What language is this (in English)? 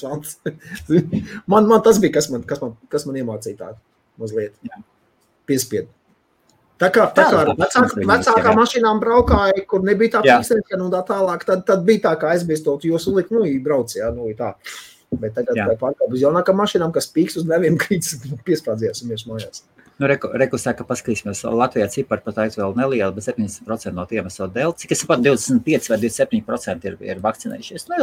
Latvian